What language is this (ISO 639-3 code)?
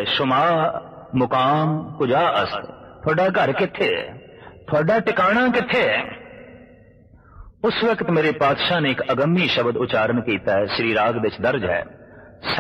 pan